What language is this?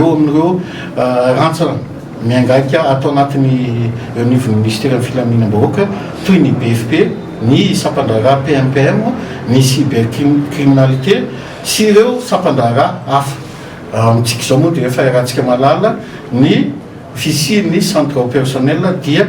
Malagasy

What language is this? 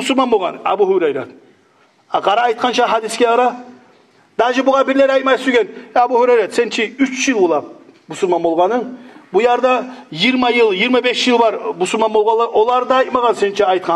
Kumyk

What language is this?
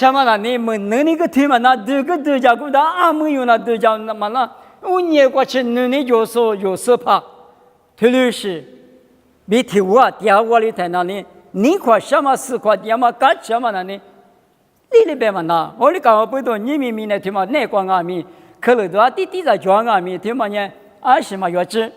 Lisu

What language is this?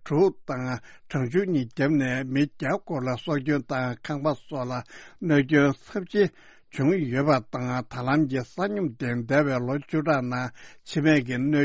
Tibetan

